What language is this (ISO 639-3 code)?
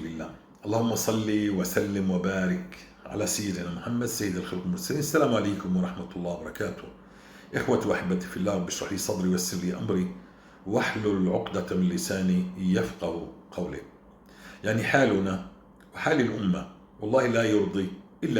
apc